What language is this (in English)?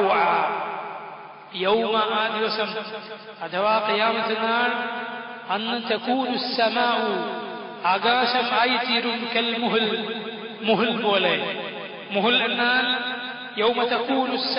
Malayalam